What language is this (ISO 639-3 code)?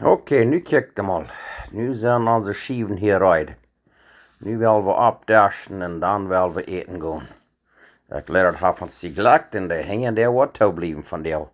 pdt